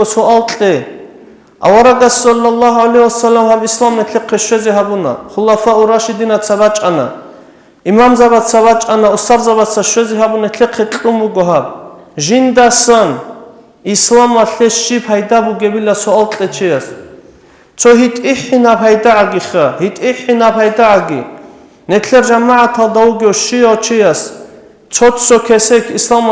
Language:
Avaric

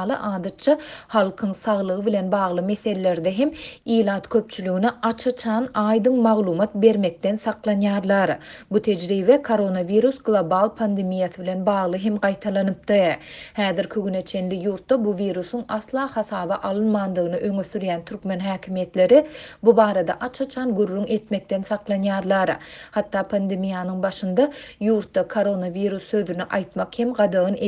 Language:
Turkmen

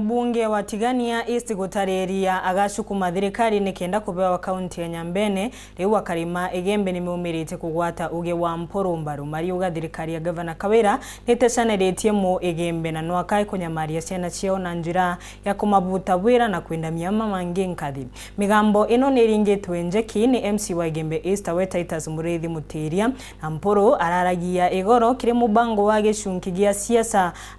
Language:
Meru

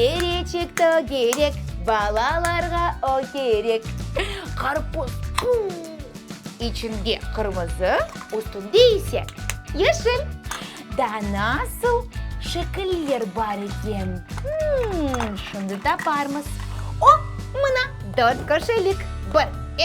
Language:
Crimean Tatar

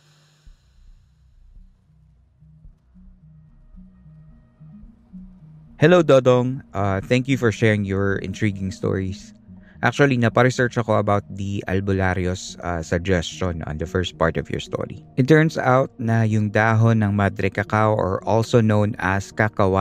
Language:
Filipino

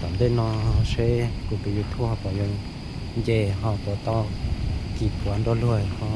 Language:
Hmong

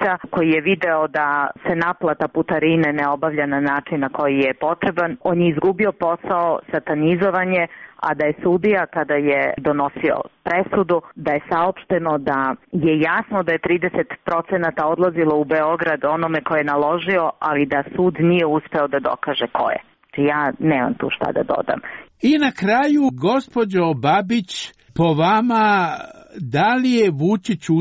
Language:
Serbian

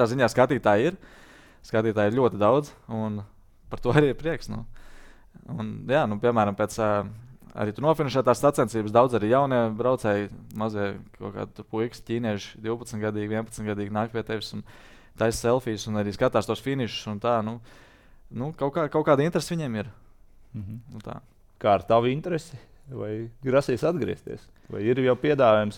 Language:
Latvian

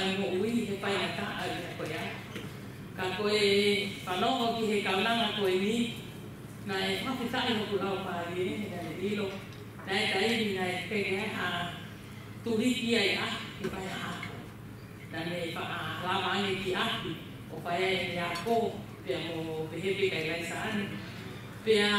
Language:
Tongan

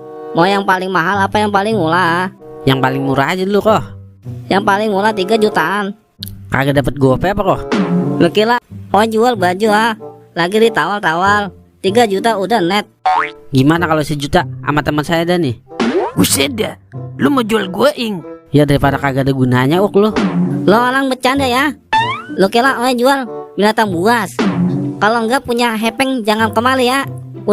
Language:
Betawi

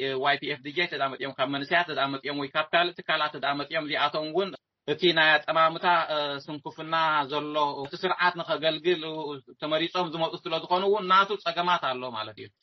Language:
Tigrinya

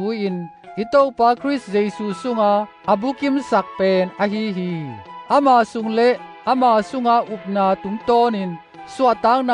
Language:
Tedim Chin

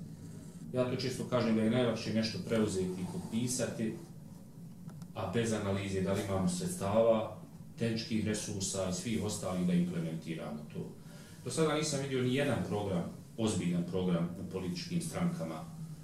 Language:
Bosnian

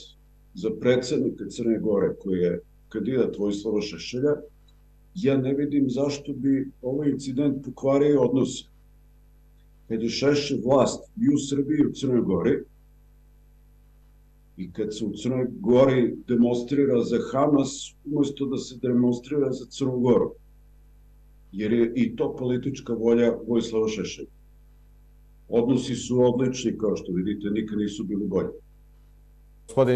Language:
Serbian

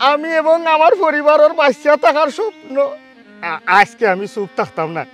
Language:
Sylheti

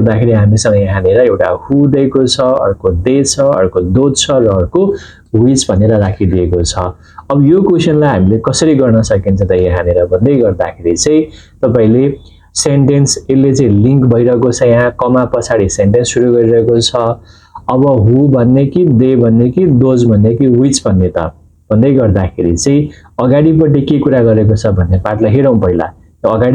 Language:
Nepali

